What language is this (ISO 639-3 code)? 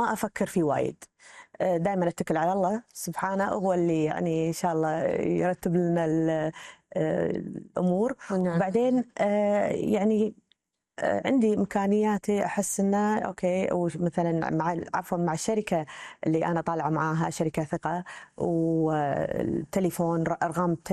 afb